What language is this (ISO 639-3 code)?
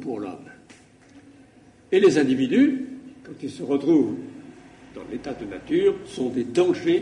fra